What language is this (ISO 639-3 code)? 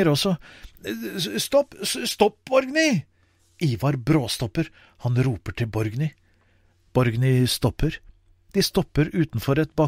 nor